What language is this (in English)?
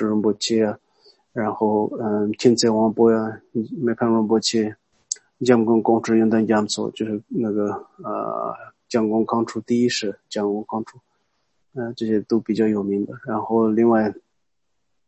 Chinese